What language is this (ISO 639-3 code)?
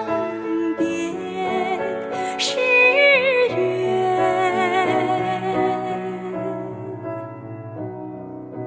zho